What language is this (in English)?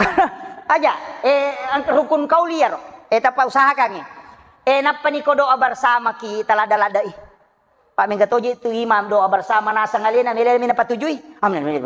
Buginese